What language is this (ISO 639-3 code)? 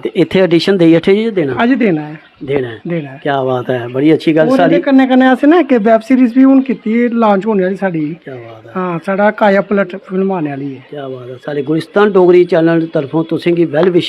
doi